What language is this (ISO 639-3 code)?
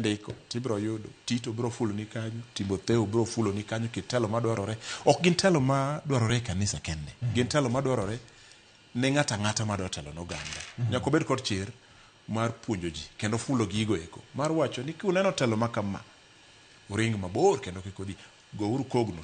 luo